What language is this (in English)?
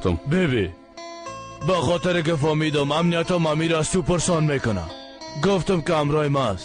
Persian